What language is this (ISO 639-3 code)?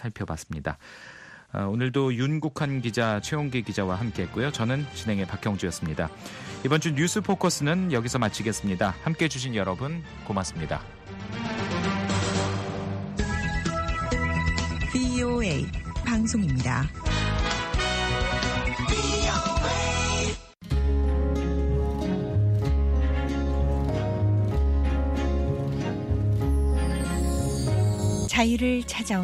kor